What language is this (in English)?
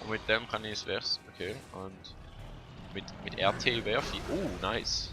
Swiss German